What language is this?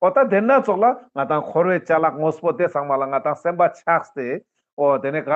Ladakhi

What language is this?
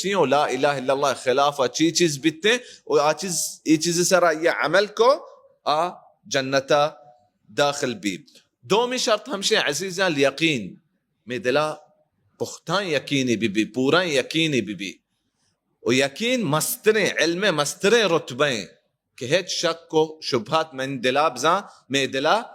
Baluchi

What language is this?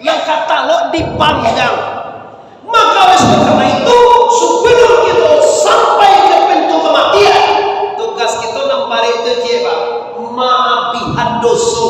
Minangkabau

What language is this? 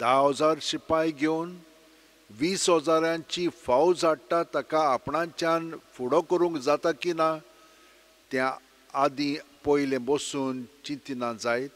Konkani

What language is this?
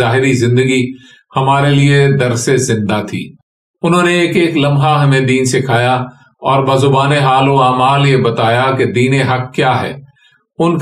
Urdu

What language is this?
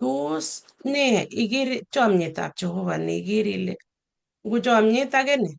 Kalenjin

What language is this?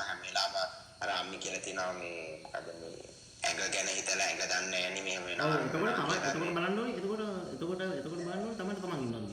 Sinhala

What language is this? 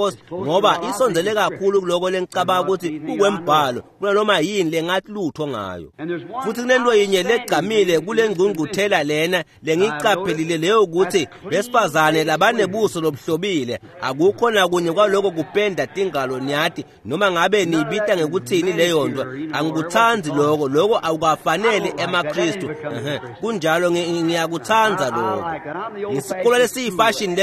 Swati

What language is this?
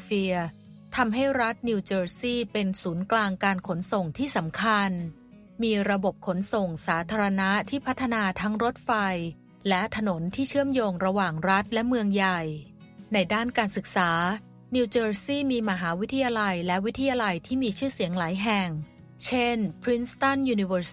Thai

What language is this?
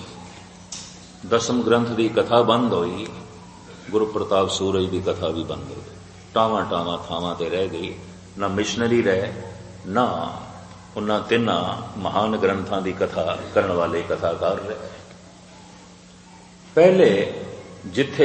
Punjabi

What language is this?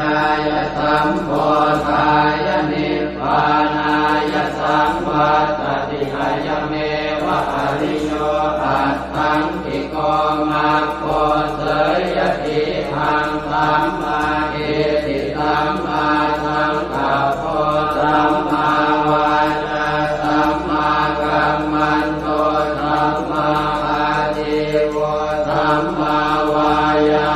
Pali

